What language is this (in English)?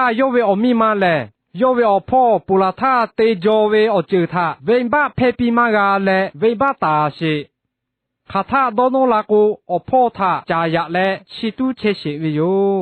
Lahu